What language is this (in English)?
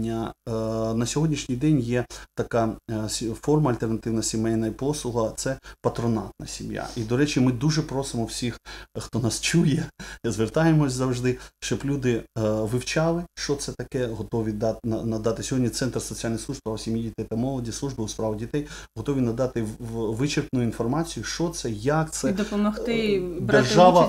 Ukrainian